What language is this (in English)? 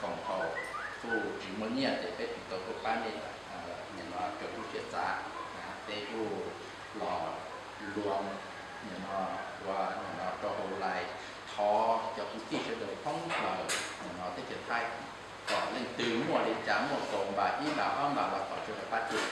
Hmong